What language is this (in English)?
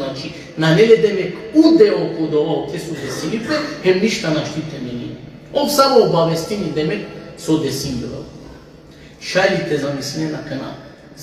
Balkan Romani